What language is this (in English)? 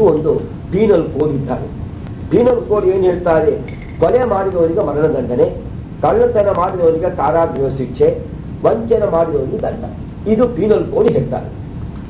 Kannada